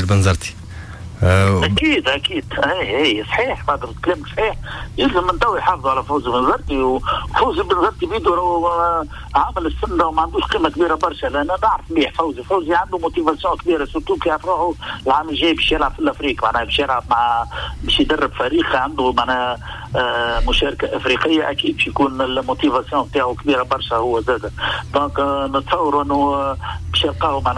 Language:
Tunisian Arabic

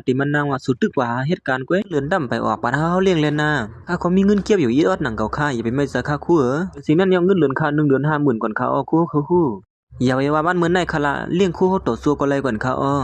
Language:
Shan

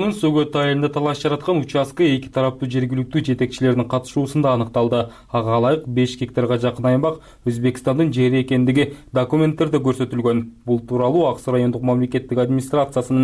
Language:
Kyrgyz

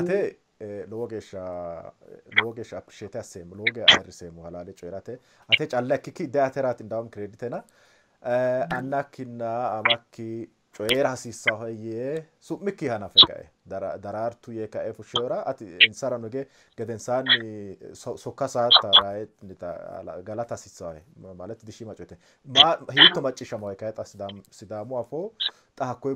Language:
Sidamo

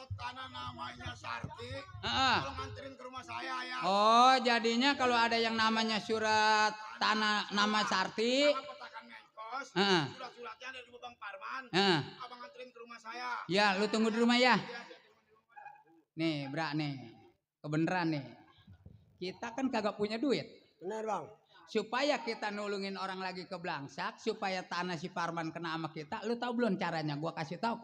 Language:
Betawi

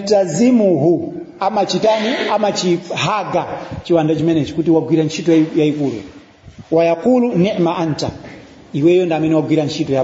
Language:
Nyanja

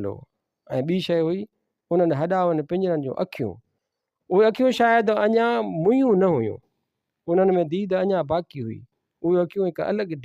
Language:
Sindhi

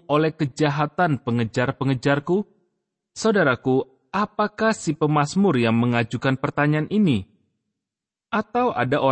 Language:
Indonesian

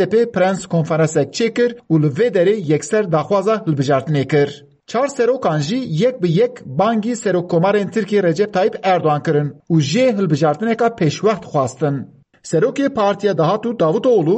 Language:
Kurdish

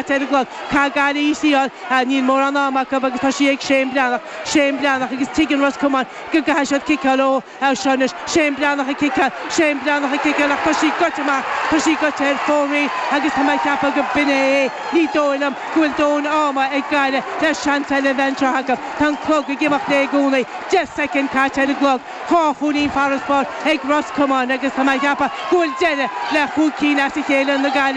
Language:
Irish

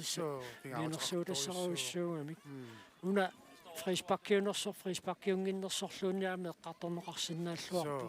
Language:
Kalaallisut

